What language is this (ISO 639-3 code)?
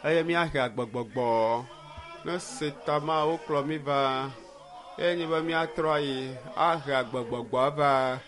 ewe